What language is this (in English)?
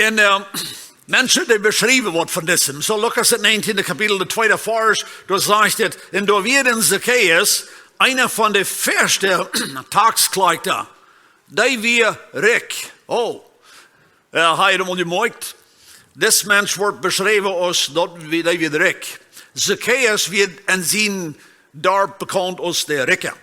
Plautdietsch